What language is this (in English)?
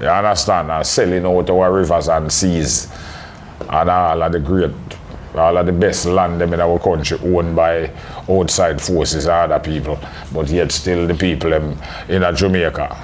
Jamaican Creole English